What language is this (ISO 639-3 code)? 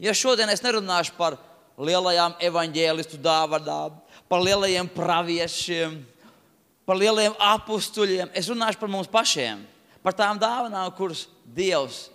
lav